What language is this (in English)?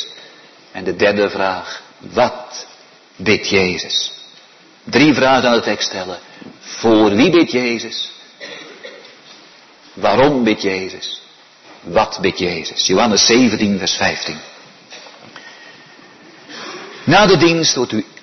Dutch